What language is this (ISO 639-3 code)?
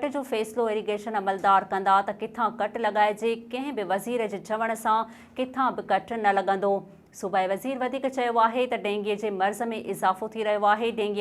snd